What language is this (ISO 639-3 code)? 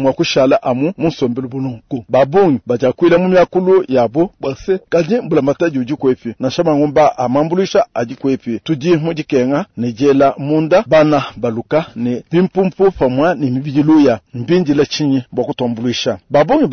lua